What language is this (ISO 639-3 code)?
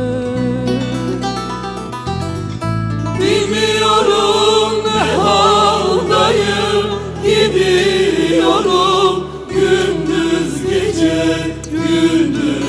tur